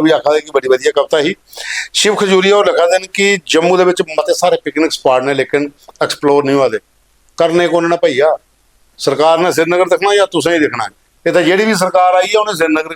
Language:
Dogri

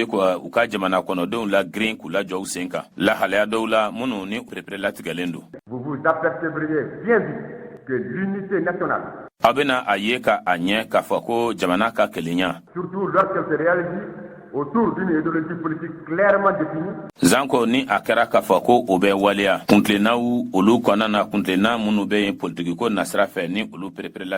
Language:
Bambara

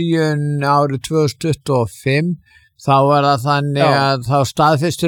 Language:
Icelandic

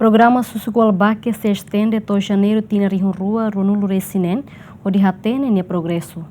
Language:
Tetum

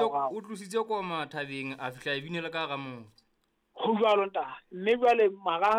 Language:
Southern Sotho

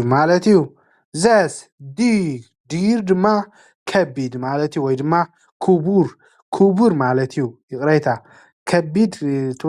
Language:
Tigrinya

